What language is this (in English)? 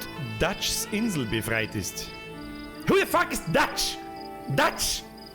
Bavarian